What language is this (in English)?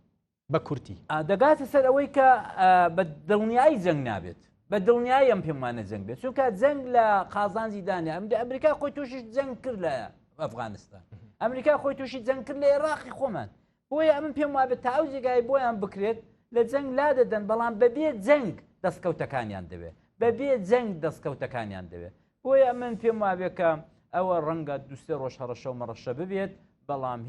Central Kurdish